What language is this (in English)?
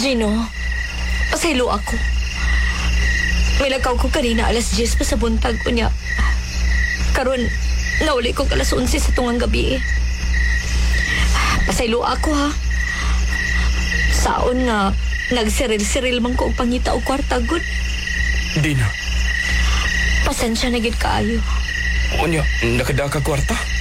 Cebuano